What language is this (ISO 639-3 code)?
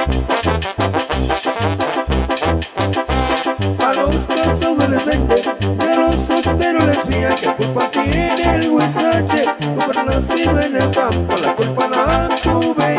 spa